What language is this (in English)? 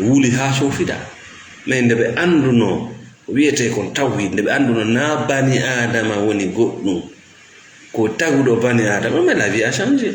Fula